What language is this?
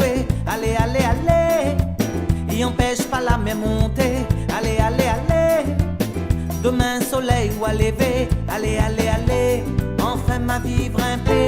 Réunion Creole French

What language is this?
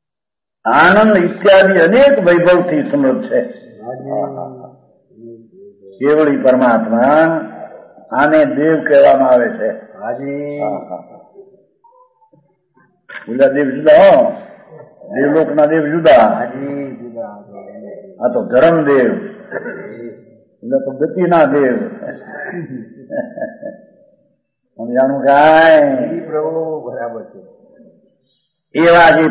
Gujarati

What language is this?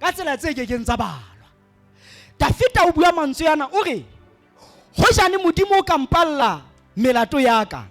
Southern Sotho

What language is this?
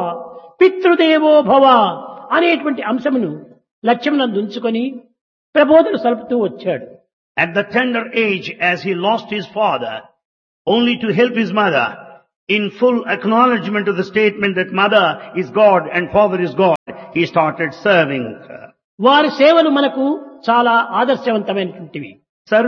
Telugu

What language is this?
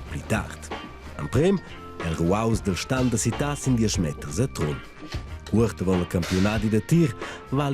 Romansh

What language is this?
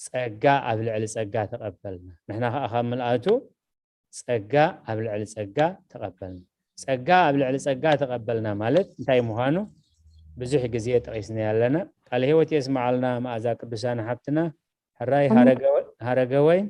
Tigrinya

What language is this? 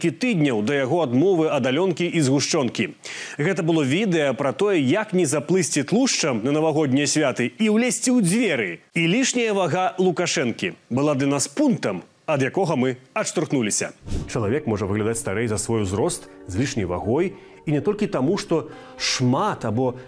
Belarusian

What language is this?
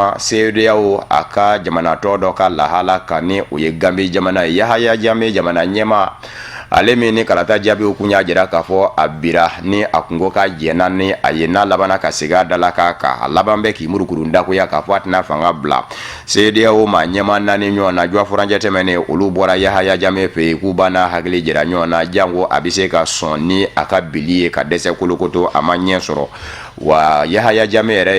Bambara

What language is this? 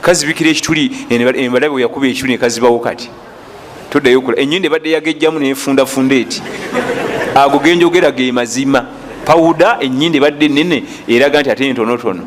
Ganda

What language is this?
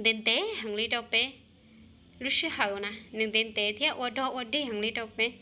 Hmong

